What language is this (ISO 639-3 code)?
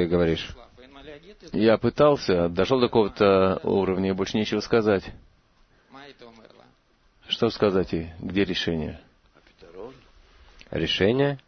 rus